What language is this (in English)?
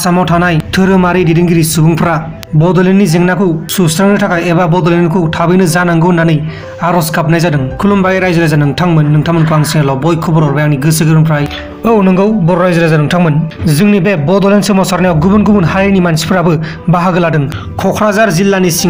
Bodo